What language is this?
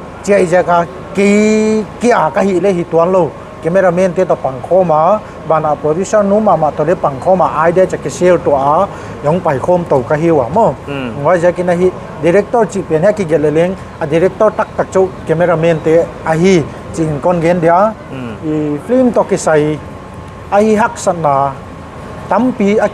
Paite Chin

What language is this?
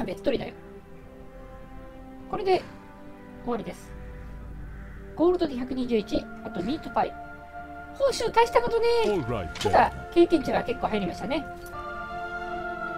Japanese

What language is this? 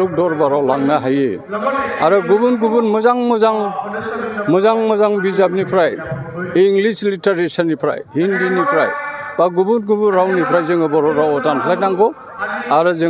Bodo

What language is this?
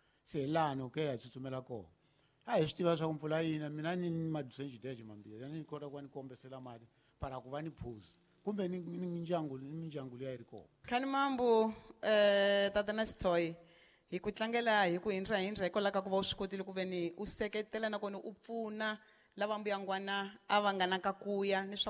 Tsonga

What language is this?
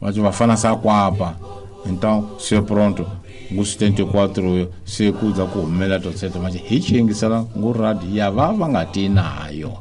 Tsonga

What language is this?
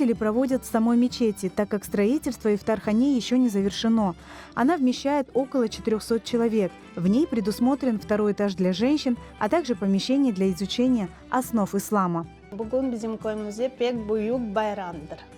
Crimean Tatar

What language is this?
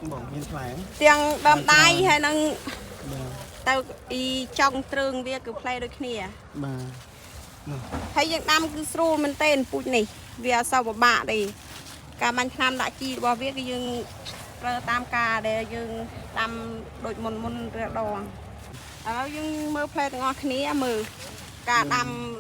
Khmer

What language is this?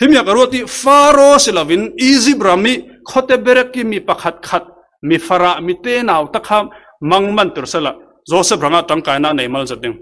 Falam Chin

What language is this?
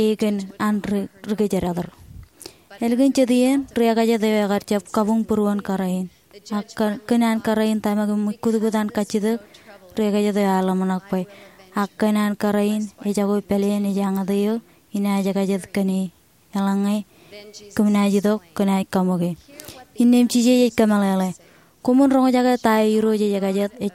Marshallese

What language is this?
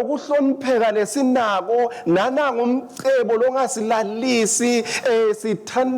Swati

